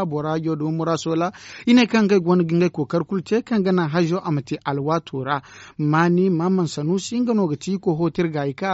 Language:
Zarma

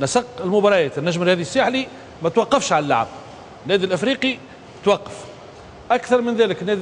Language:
Tunisian Arabic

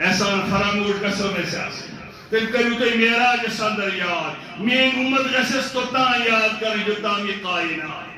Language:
Kashmiri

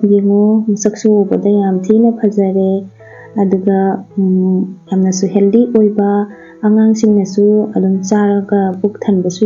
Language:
Manipuri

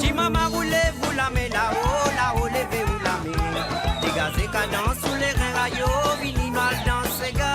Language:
Morisyen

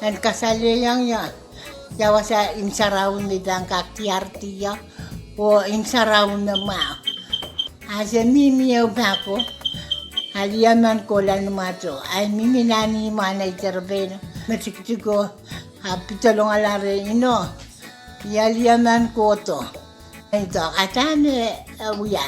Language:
Pohnpeian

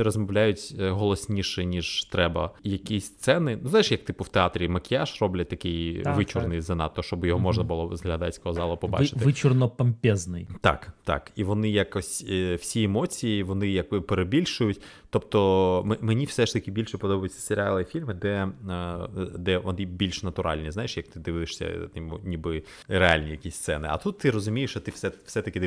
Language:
Ukrainian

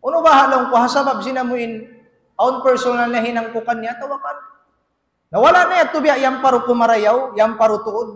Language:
Tausug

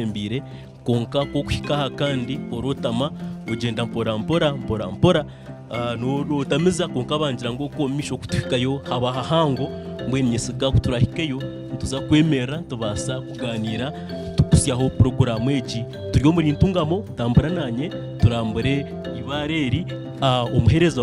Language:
Nyankole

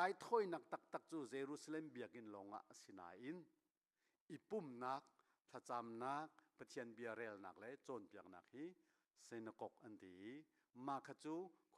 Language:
Hakha Chin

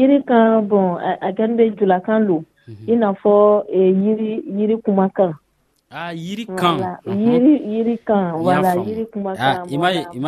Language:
Dyula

